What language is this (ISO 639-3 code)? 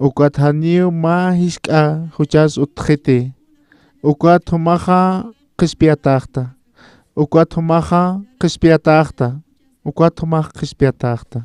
aym